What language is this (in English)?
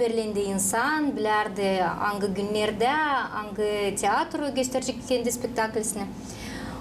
Gagauz